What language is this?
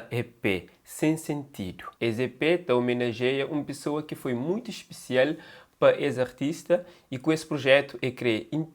Kabuverdianu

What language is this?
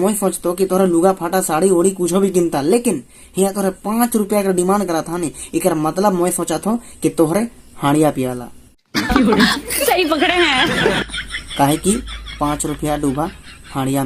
Sadri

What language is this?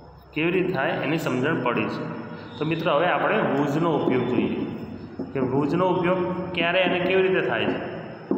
Gujarati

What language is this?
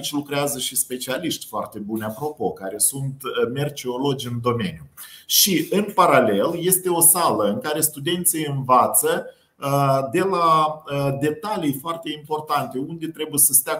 Romanian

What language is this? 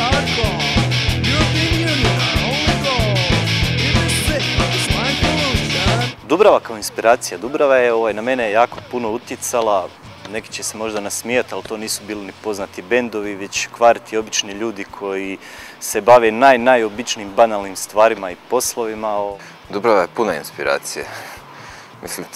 Croatian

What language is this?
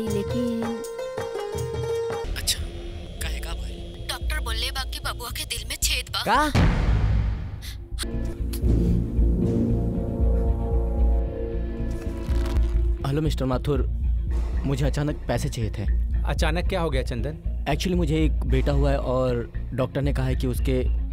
Bhojpuri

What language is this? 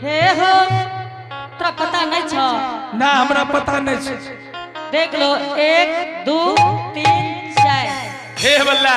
Angika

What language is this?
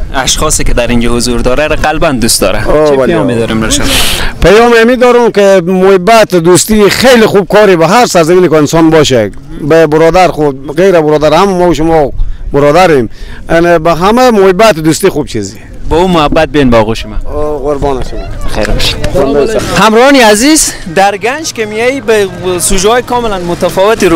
Persian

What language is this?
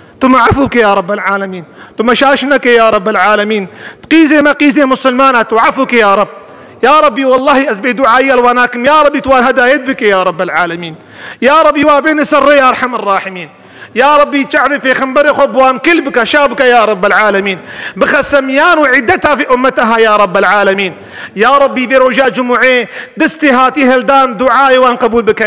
Kurdish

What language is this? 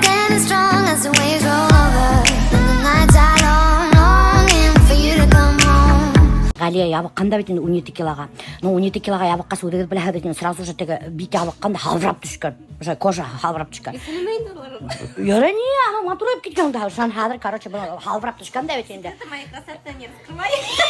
Bashkir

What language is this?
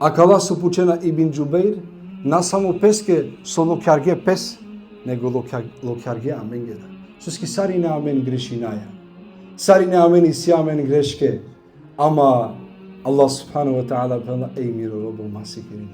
Balkan Romani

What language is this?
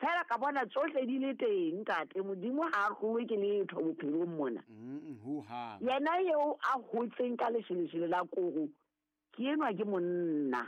Southern Sotho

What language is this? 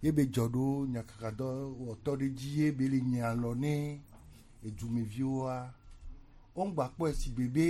Gen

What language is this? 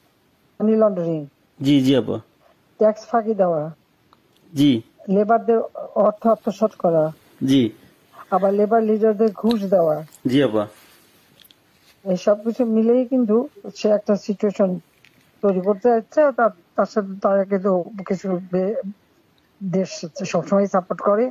Bangla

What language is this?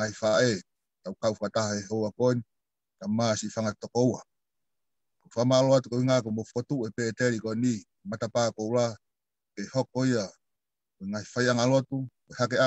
Tongan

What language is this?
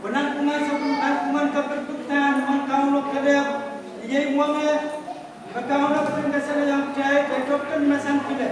Pohnpeian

